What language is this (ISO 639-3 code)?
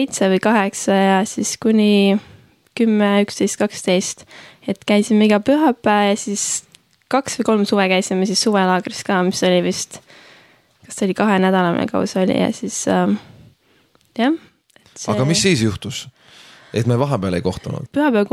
est